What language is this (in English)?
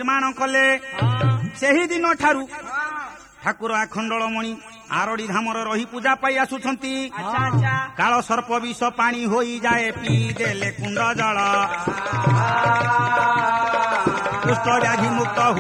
Odia